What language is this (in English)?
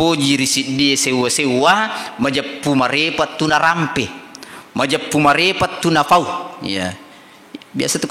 Buginese